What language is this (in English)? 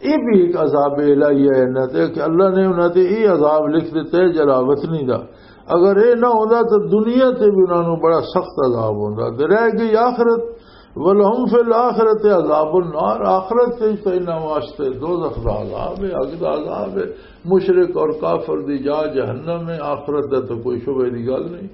Western Panjabi